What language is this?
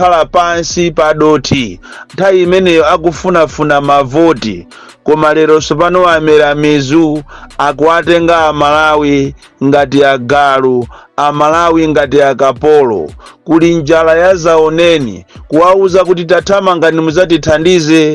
Nyanja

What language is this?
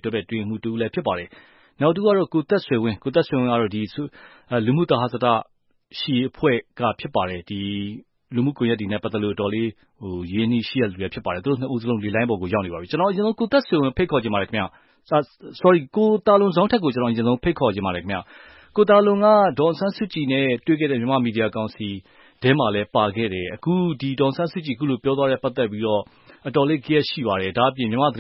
Burmese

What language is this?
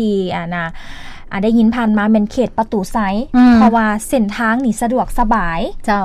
Lao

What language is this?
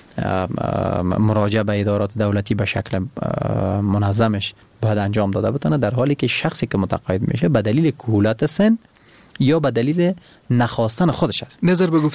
Persian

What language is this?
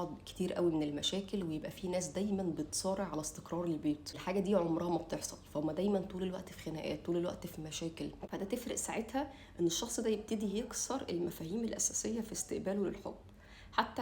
Egyptian Arabic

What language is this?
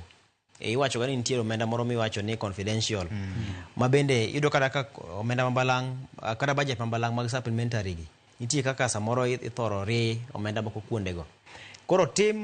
Luo (Kenya and Tanzania)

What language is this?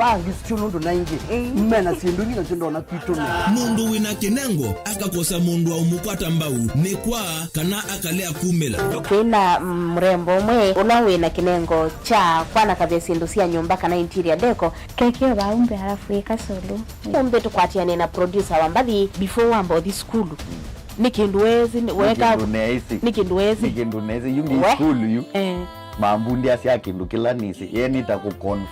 Kamba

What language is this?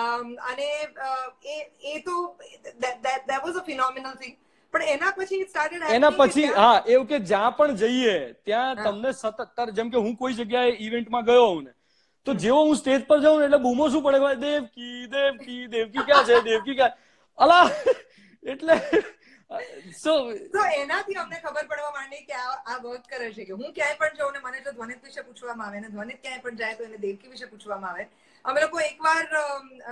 Gujarati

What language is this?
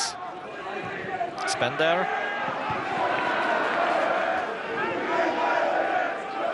Hungarian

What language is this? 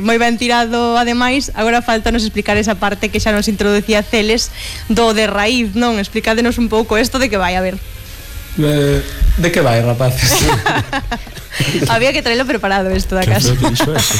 Galician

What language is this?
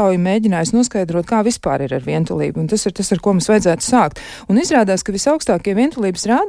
Latvian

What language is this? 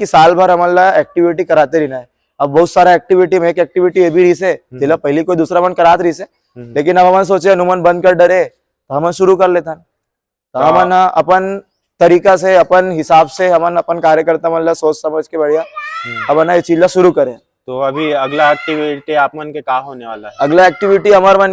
Chhattisgarhi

